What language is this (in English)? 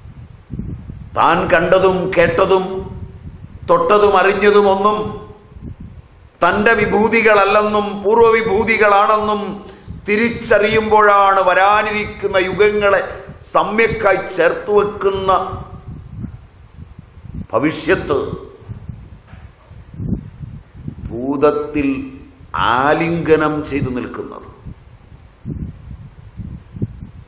Malayalam